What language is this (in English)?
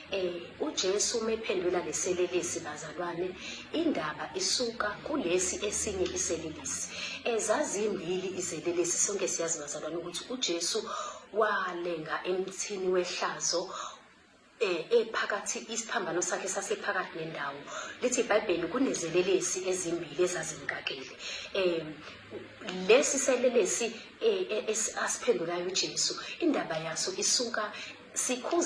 Zulu